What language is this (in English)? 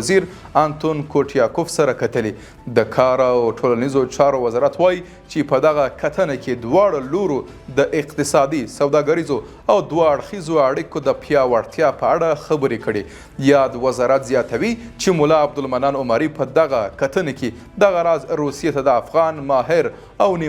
Pashto